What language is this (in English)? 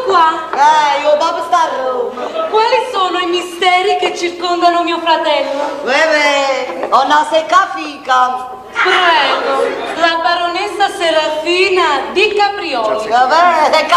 Neapolitan